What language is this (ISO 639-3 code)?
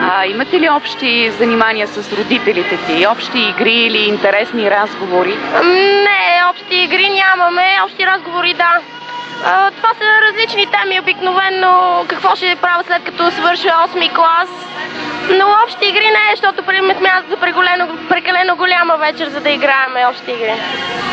bul